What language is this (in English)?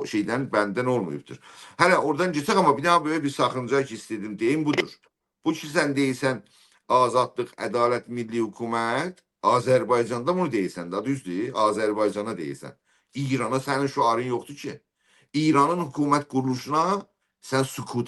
South Azerbaijani